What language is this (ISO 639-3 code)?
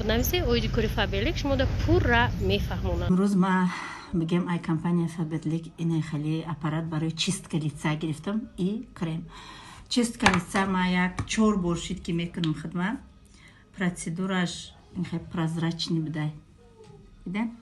tgk